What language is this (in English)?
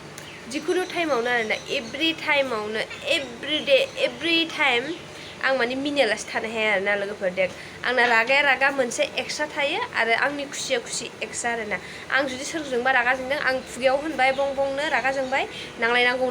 Bodo